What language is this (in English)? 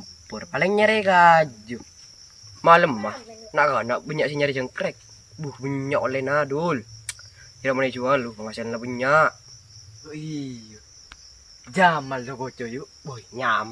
Madurese